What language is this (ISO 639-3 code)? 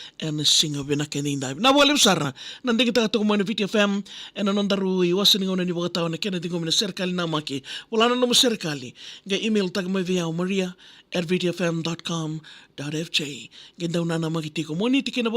fij